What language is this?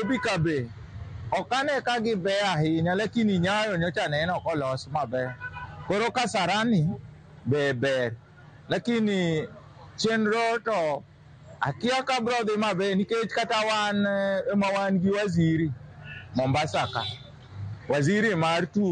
Luo (Kenya and Tanzania)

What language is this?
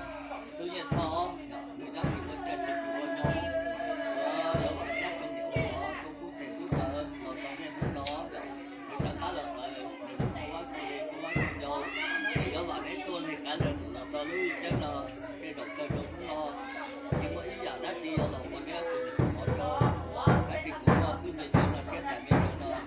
Hmong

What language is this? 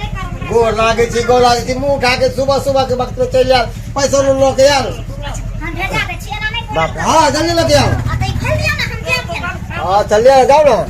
Maithili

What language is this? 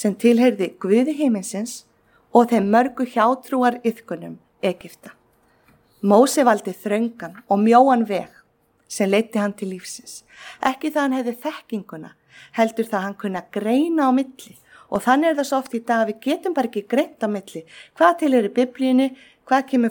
Icelandic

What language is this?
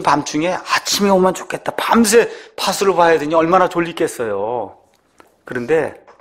Korean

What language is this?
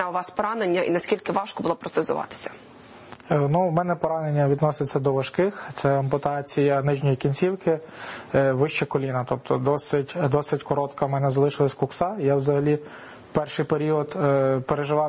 Ukrainian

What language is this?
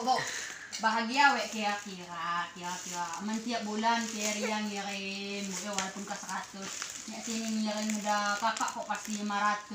Komering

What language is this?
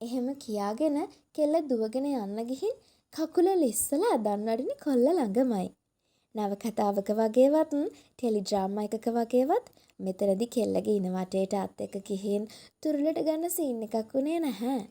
Sinhala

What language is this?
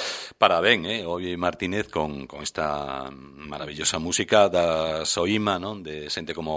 Galician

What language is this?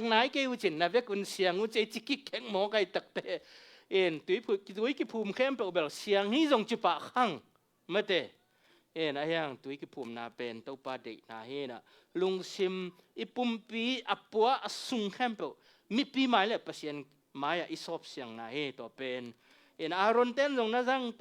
Tedim Chin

